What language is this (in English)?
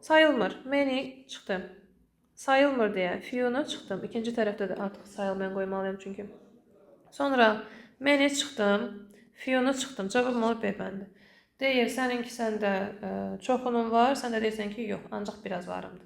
Azerbaijani